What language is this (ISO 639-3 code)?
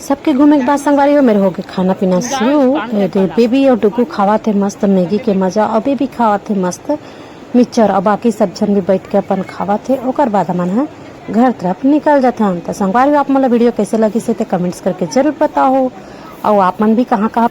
hne